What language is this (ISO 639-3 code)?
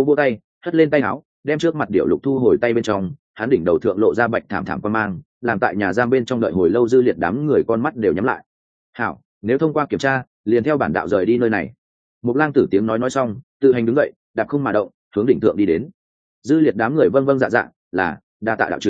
vie